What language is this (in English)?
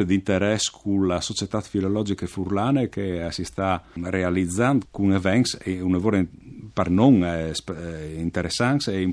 Friulian